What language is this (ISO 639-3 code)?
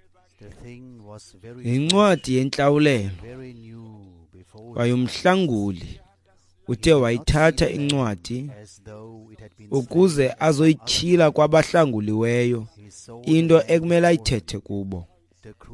xho